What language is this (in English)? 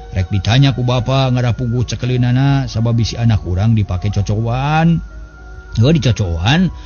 Sundanese